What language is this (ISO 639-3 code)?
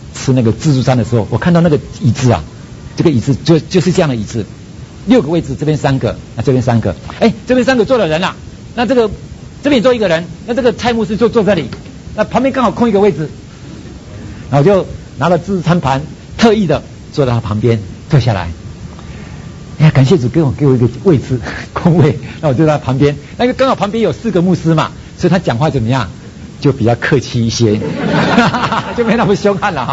zho